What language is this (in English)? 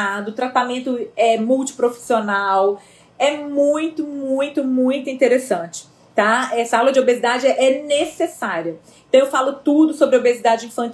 Portuguese